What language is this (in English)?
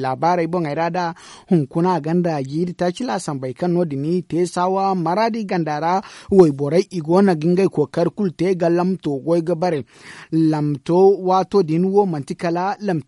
Zarma